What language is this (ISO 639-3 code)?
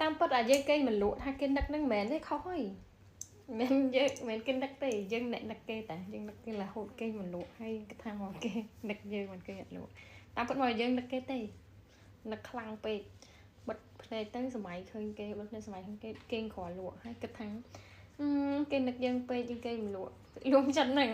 khm